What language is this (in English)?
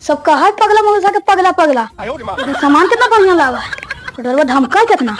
Magahi